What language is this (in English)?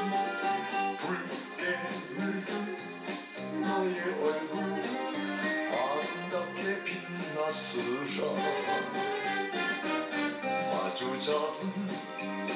Korean